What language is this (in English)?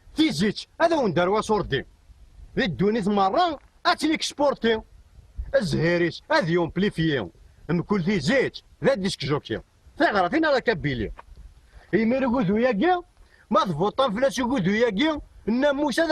Kabyle